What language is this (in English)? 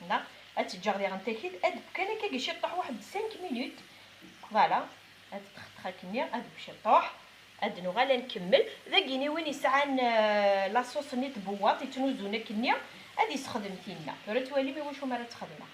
Kabyle